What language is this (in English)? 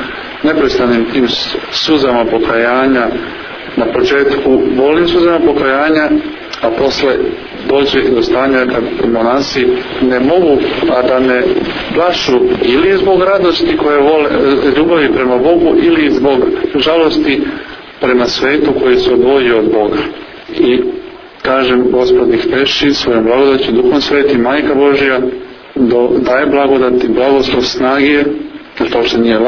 Serbian